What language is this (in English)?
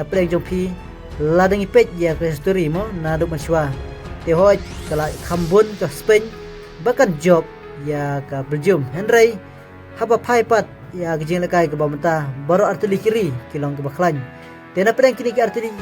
Khasi